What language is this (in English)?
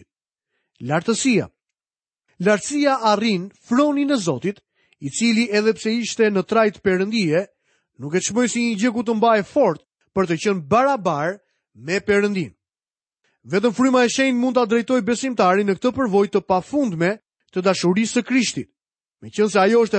Albanian